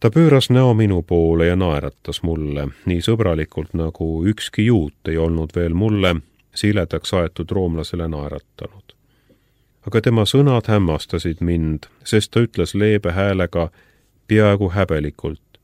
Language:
Estonian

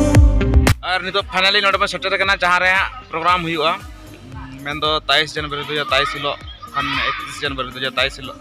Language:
Santali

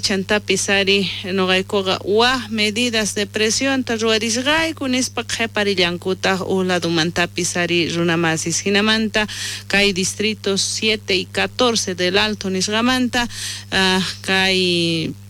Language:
South Bolivian Quechua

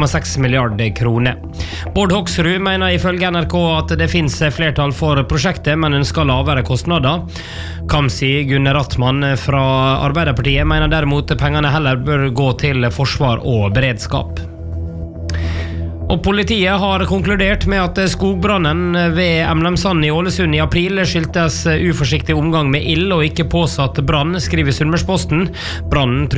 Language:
Norwegian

